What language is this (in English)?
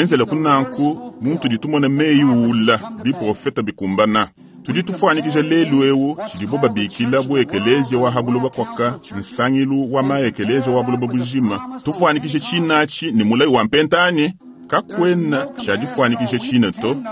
Luba-Lulua